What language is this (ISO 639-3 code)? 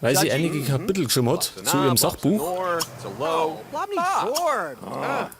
bar